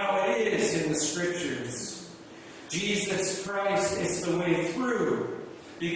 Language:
Fijian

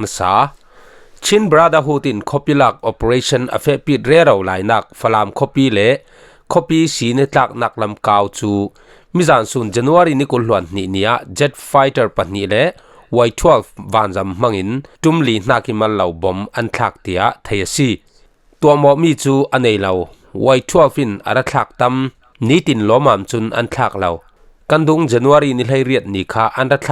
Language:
Falam Chin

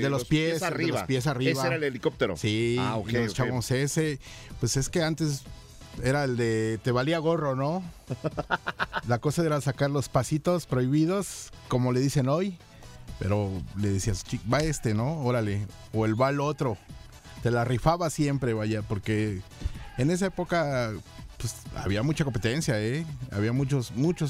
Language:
Spanish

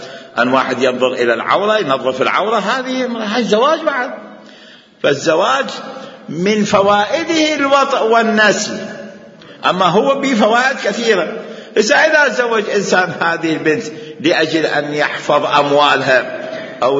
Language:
Mesopotamian Arabic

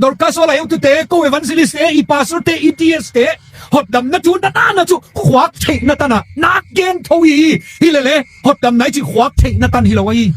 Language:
Tedim Chin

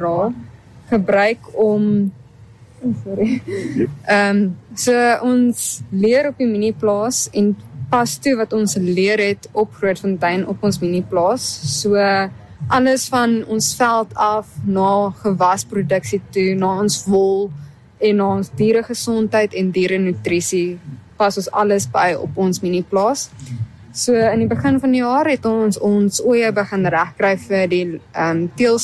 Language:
Afrikaans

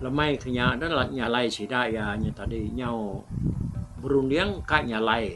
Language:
Iban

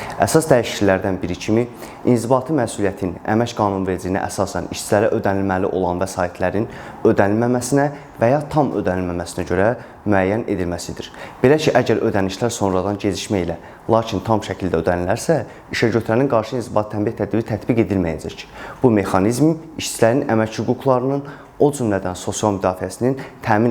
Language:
Azerbaijani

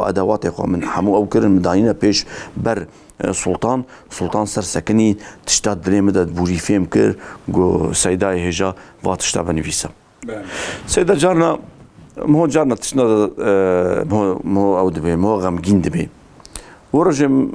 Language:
Kurdish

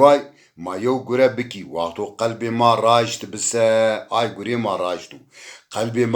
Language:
Zaza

